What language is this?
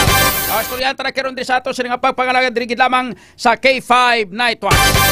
Hiligaynon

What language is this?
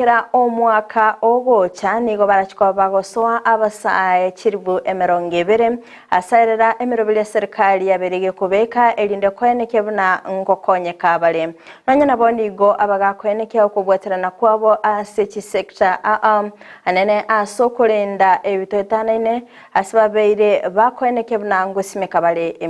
Gusii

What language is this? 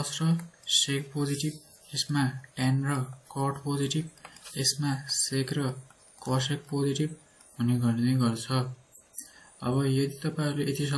Nepali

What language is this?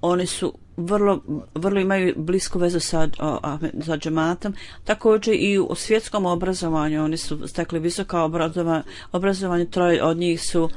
Bosnian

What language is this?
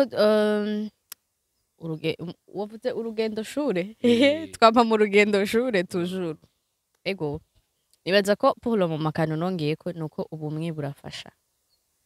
Rundi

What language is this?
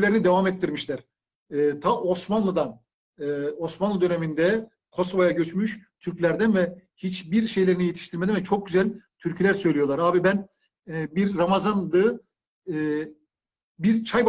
Turkish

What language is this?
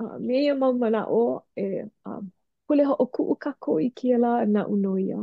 Hawaiian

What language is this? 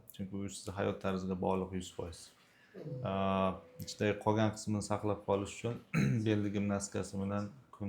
Uzbek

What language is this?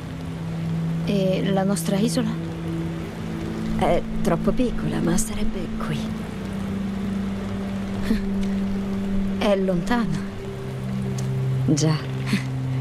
Italian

